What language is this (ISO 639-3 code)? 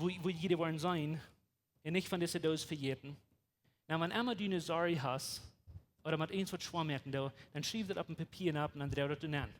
pdt